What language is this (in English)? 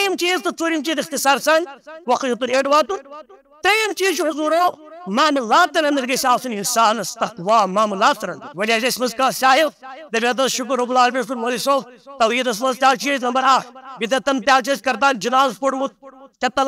Kashmiri